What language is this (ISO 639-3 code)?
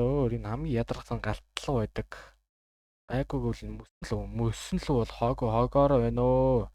mon